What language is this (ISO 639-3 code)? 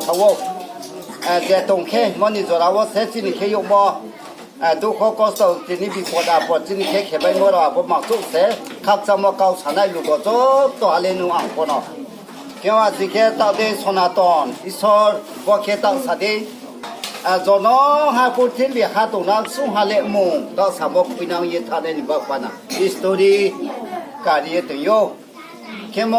ria